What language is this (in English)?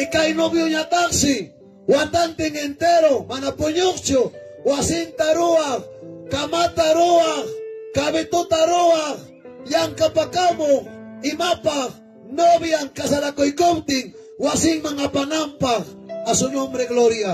Ayacucho Quechua